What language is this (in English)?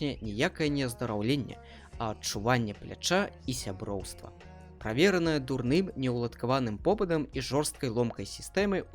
Belarusian